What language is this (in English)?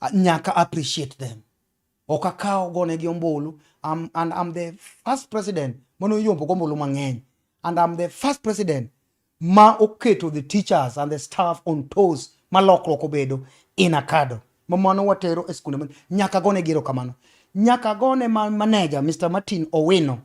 Luo (Kenya and Tanzania)